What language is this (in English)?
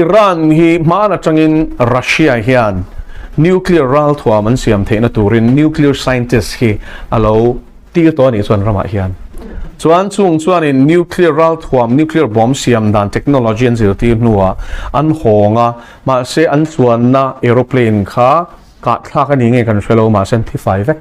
Mizo